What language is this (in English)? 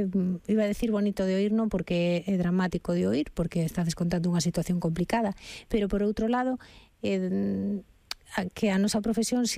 Galician